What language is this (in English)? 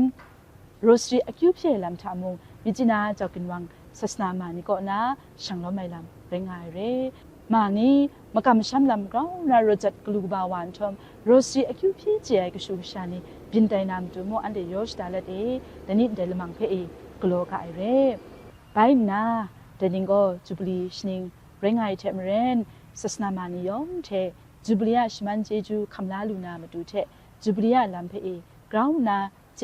Kachin